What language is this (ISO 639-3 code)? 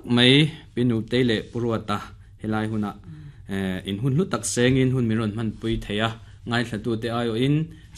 lus